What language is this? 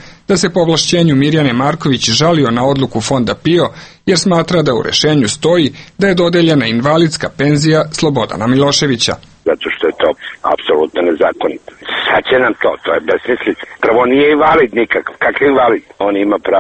Serbian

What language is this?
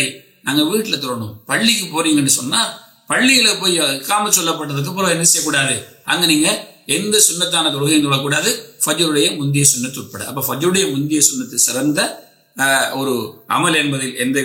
Tamil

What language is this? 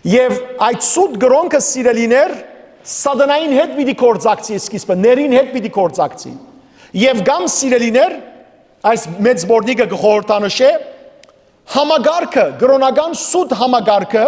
Western Armenian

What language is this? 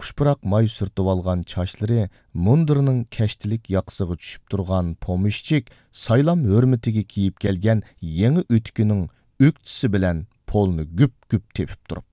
Uyghur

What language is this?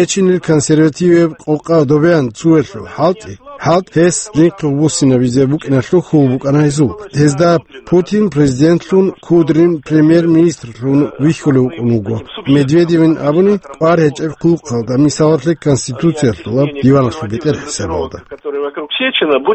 Avaric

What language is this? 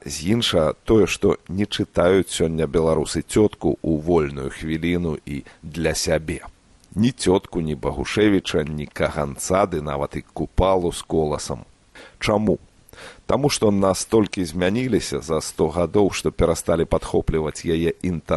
Belarusian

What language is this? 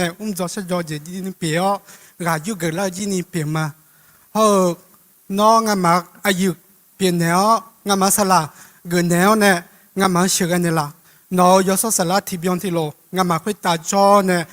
Akha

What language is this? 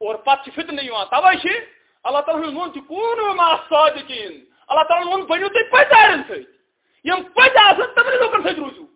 Kashmiri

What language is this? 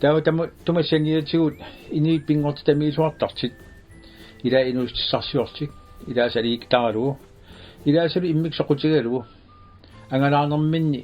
Kalaallisut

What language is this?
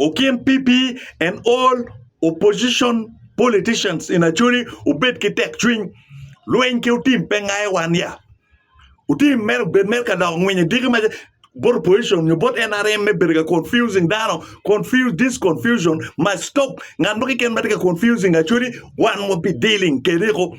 Acoli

